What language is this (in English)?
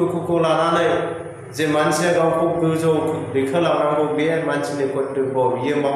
Bodo